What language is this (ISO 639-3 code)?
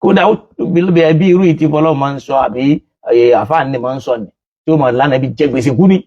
yor